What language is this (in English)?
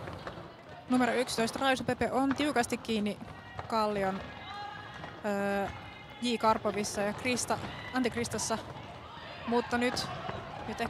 Finnish